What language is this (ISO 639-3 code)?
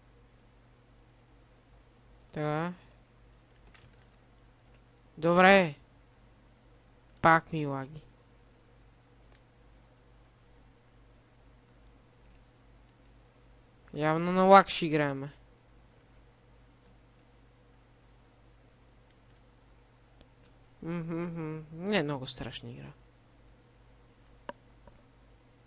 bul